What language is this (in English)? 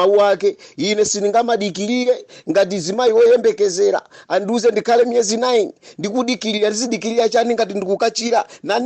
Nyanja